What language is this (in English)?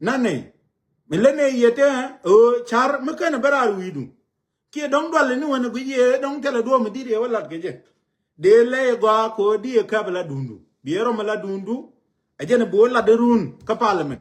Nuer